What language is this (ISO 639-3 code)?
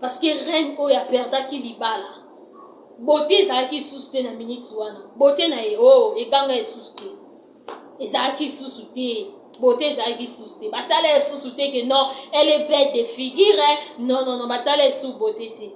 lin